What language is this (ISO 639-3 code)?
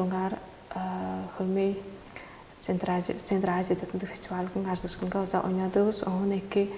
tyv